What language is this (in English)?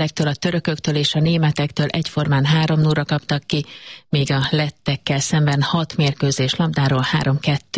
Hungarian